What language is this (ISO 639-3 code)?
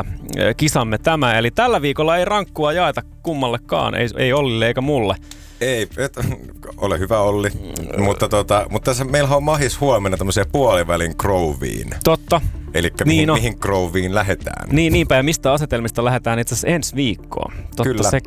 fin